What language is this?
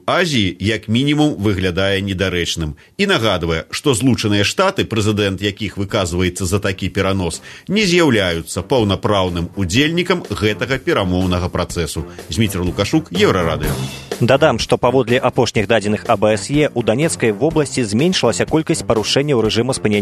Belarusian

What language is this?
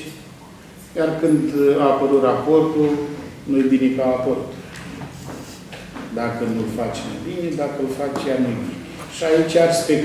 Romanian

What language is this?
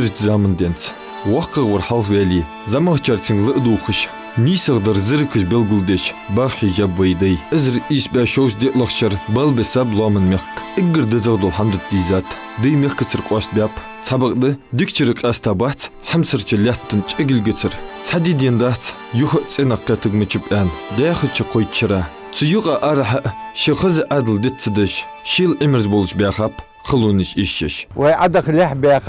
Ingush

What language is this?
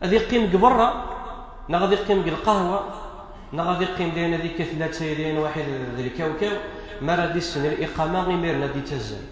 Kabyle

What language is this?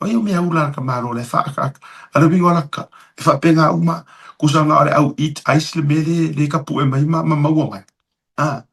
Samoan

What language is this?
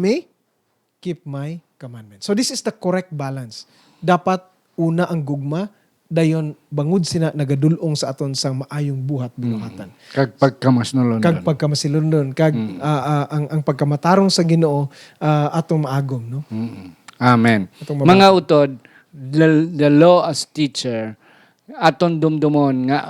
Hiligaynon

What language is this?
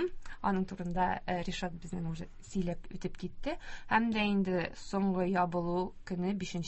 Tatar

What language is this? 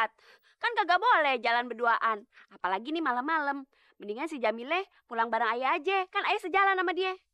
Betawi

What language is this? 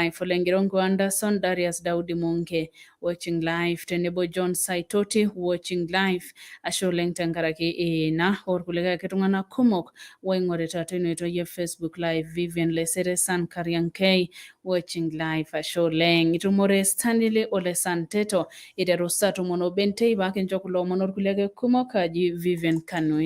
Masai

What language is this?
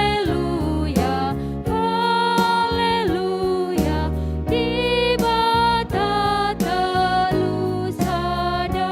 Batak Karo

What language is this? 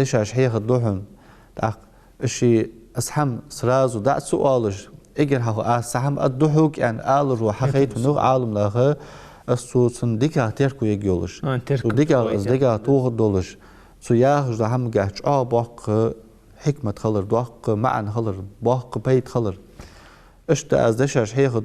Ingush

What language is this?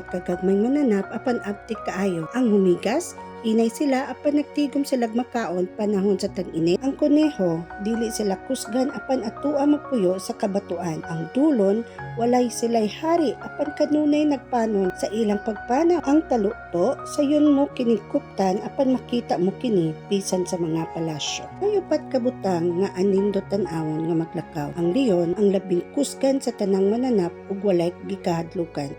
Cebuano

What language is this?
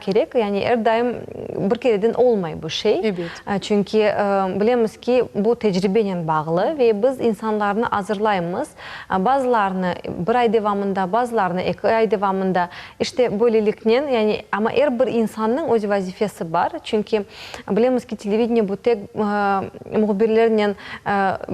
Crimean Tatar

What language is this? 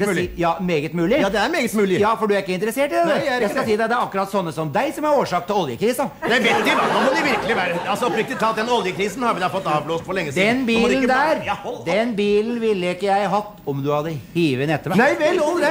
Norwegian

